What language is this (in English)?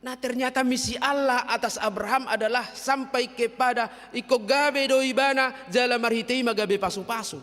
Batak Toba